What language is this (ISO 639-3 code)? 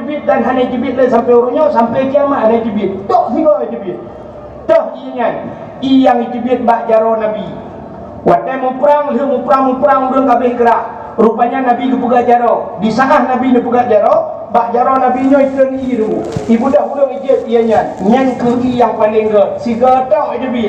ace